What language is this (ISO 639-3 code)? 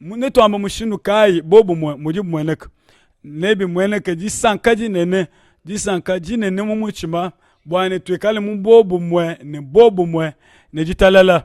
lua